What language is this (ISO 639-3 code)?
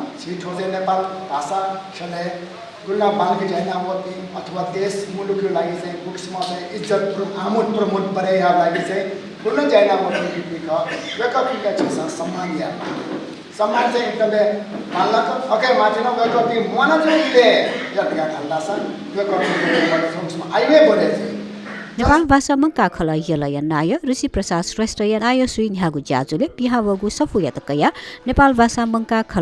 new